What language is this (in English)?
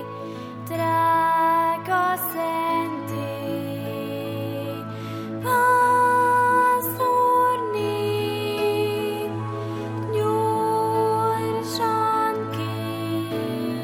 Hungarian